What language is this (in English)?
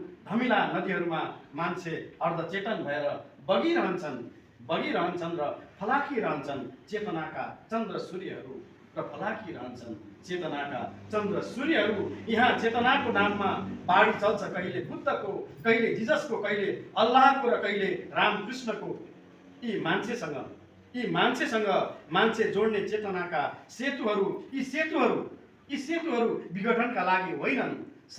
Nepali